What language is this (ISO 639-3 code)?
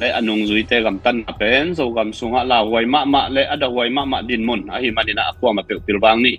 ctd